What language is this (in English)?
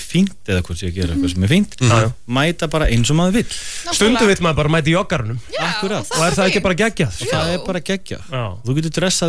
Icelandic